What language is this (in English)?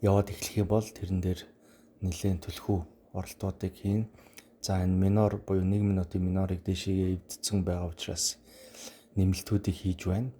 Mongolian